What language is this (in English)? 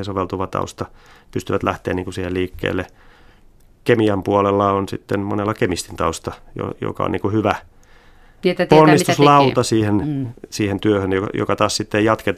Finnish